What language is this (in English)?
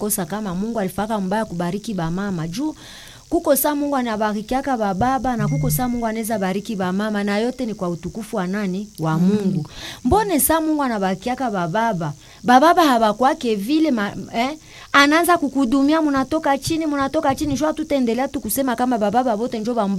Swahili